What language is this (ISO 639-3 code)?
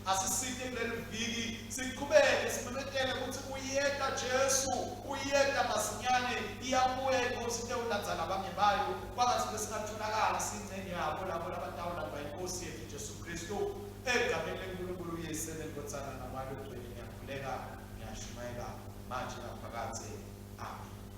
ssw